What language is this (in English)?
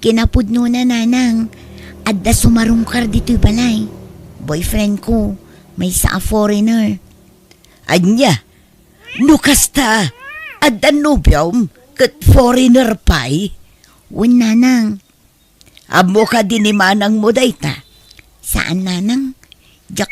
Iloko